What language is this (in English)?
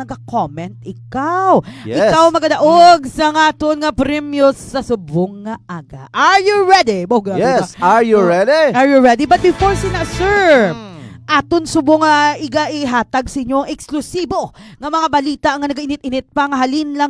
Hiligaynon